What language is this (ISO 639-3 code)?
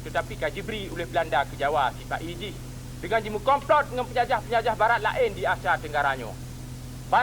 ace